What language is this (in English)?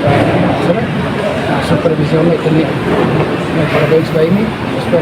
Tetum